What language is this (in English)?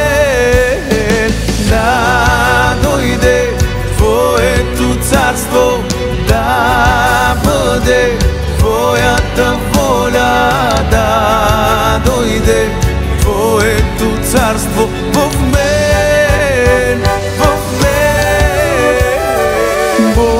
Bulgarian